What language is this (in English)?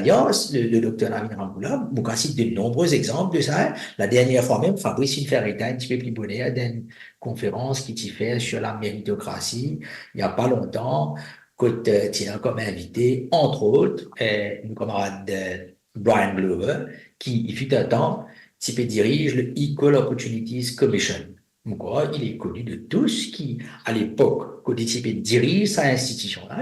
Morisyen